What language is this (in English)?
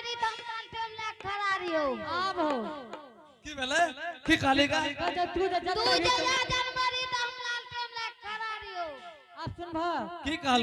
Angika